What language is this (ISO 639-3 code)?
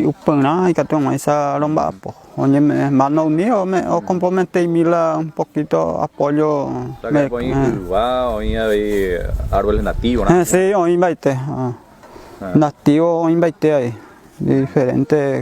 grn